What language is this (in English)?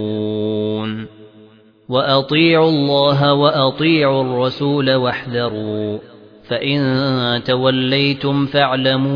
Arabic